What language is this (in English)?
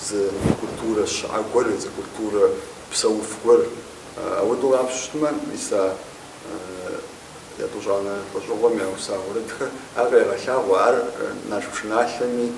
Kabardian